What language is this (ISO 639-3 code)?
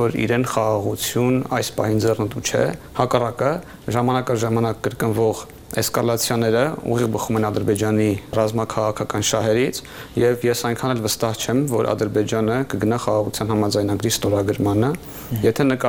hye